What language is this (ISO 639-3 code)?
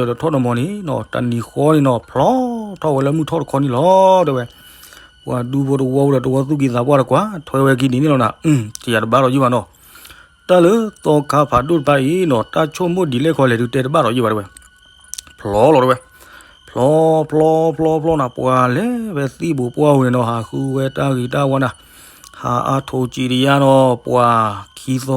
ksw